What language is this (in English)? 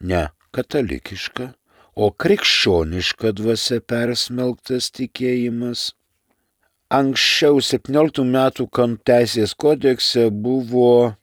Lithuanian